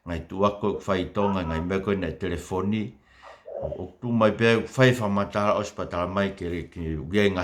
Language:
Tongan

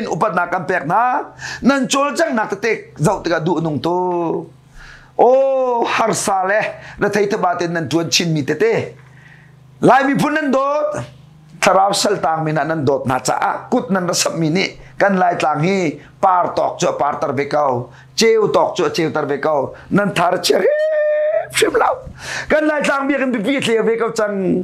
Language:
Hakha Chin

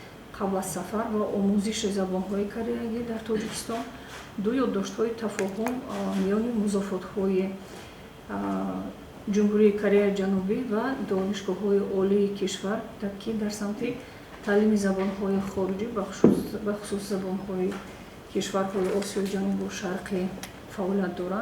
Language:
Tajik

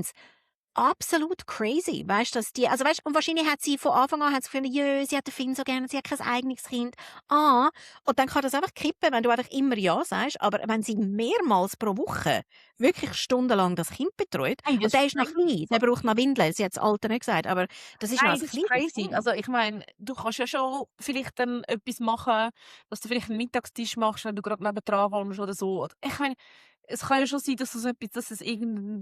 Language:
Swiss German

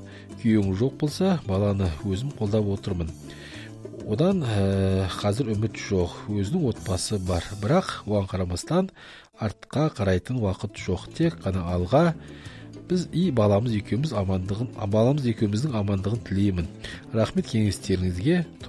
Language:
Kazakh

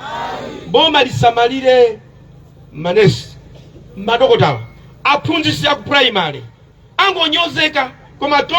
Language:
Nyanja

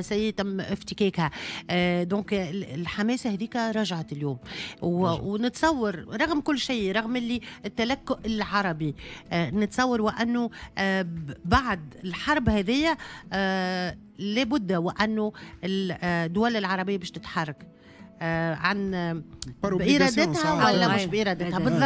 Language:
Tunisian Arabic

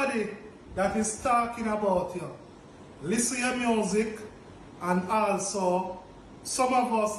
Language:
Jamaican Creole English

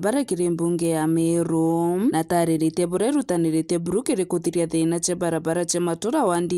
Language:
Meru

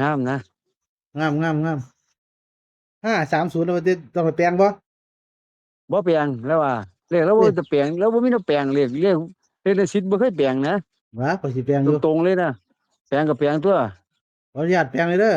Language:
Northeastern Thai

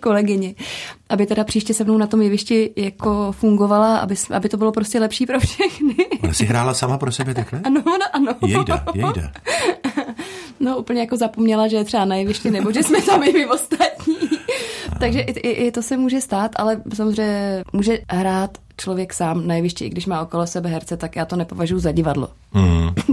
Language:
Czech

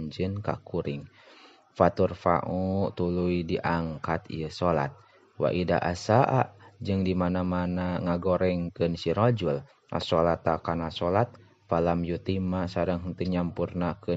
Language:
Sundanese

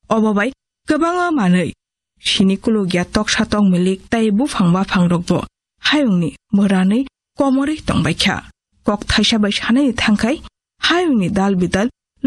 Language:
Kok Borok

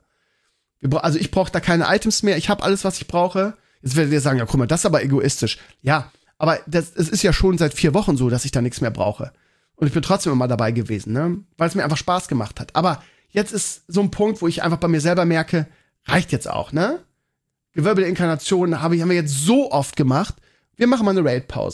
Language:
German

